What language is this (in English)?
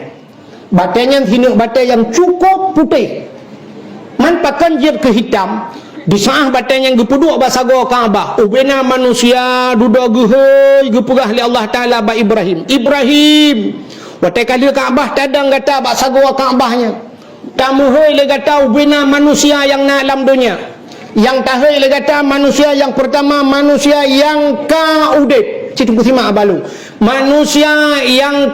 Achinese